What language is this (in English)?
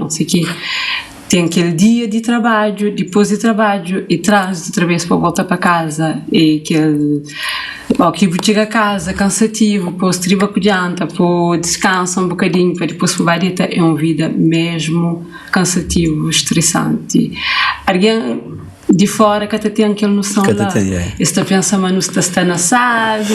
Kabuverdianu